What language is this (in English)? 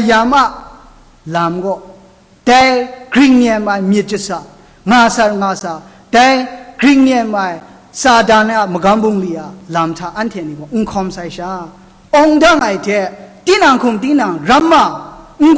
Kachin